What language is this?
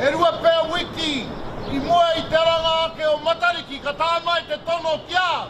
Māori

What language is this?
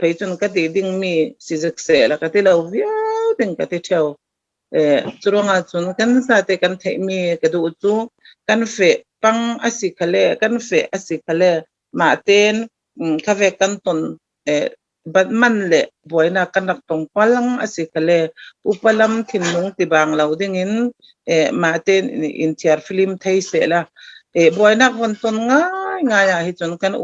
Hakha Chin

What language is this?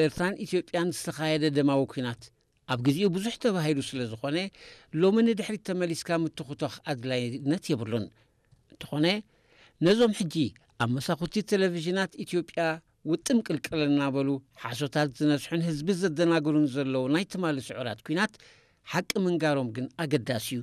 Tigrinya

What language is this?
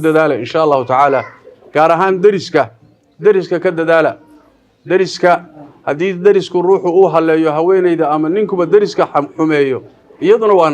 Somali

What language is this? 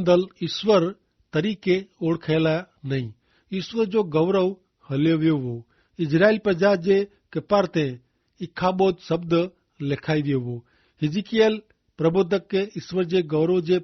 Kachhi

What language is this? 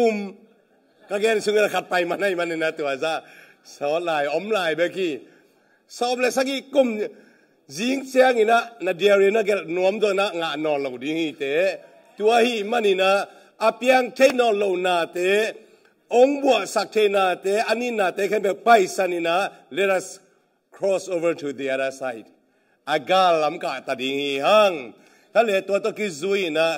Tedim Chin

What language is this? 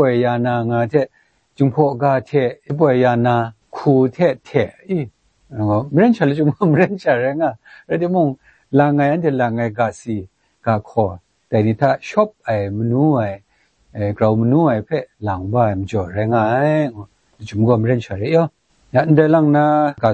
Kachin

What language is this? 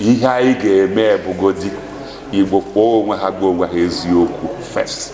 Igbo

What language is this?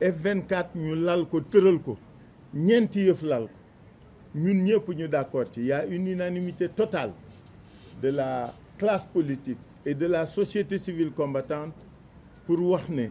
Wolof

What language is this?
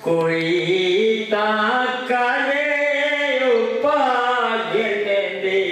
Saraiki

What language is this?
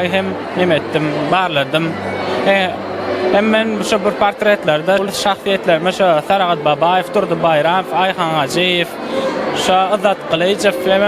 Turkmen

